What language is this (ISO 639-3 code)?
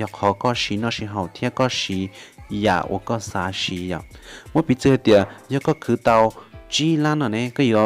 hmn